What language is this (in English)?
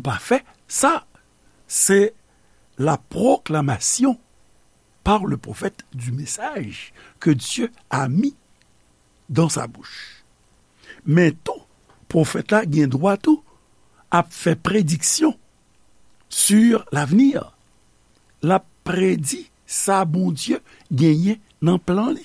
Haitian Creole